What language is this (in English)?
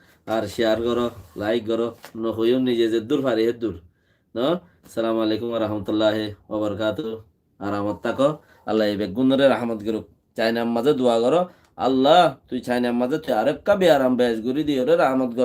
Rohingya